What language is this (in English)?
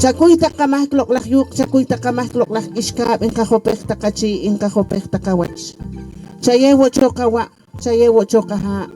Poqomchi'